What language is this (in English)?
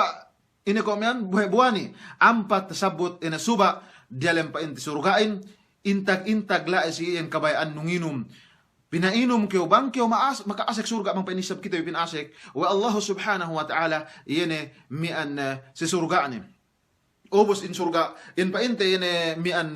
Yakan